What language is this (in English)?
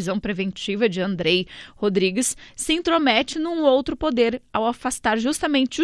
Portuguese